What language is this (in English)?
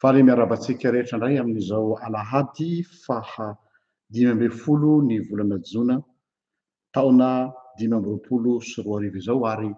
Malagasy